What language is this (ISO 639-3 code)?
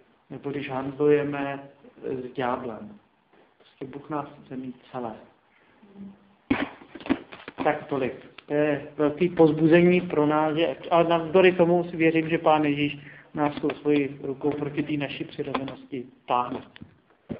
ces